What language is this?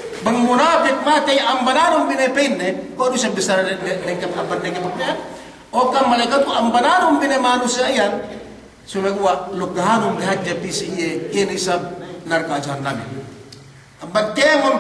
Yakan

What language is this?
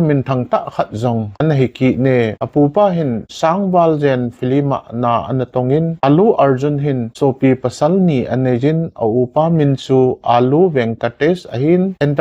Thado Chin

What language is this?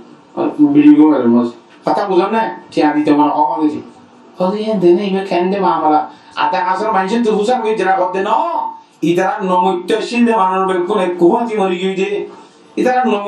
Rohingya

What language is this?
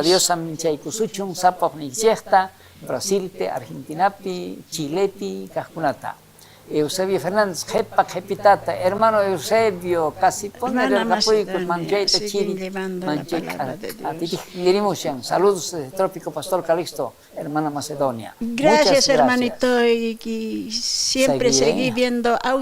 South Bolivian Quechua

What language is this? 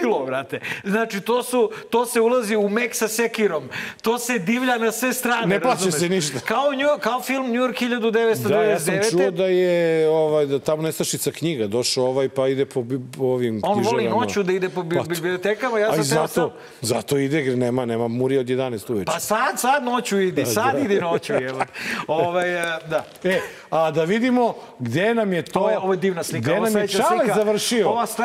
Serbian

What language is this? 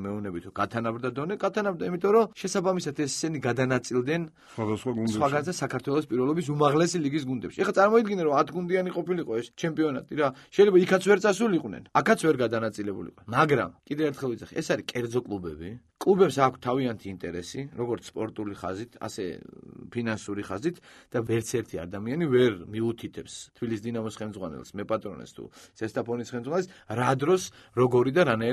Georgian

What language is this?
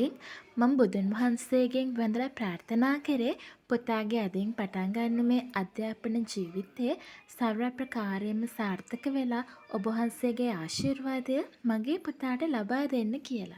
Sinhala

